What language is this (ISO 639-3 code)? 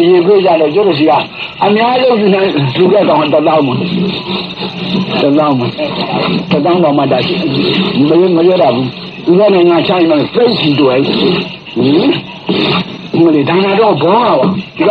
mya